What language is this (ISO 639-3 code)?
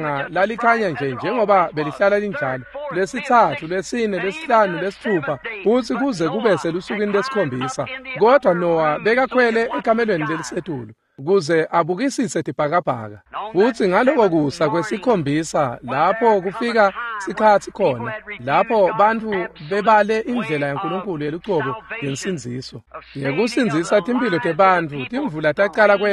ssw